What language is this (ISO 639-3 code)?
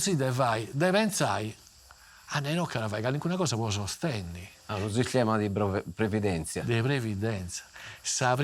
srd